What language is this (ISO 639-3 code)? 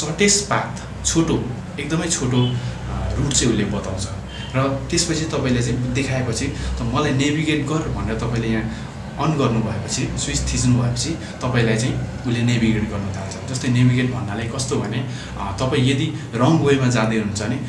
nep